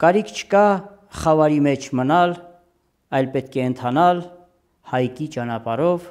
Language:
Armenian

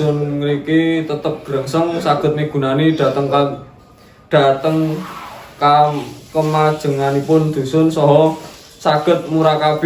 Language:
Javanese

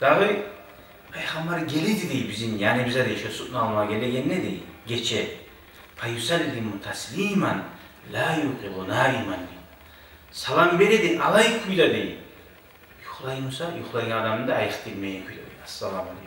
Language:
Kumyk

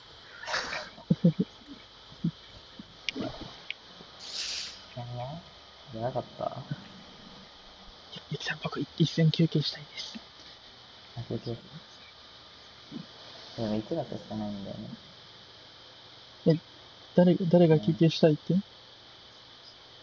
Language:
Japanese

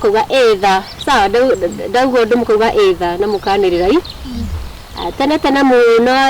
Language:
Kikuyu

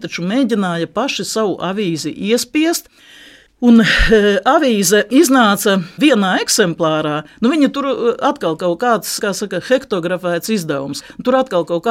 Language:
Latvian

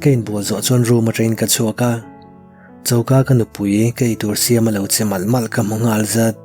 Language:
Mizo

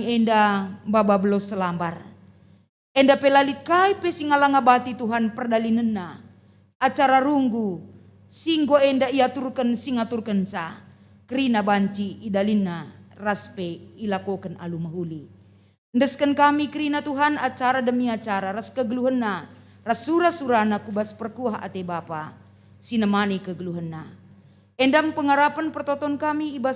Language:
Batak Karo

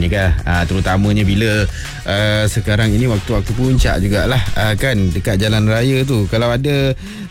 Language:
Malay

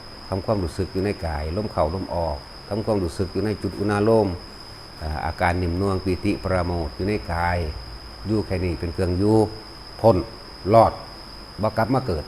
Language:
Northeastern Thai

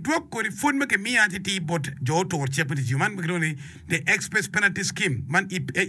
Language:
Acoli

